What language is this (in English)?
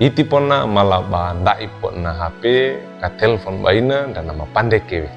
Wejewa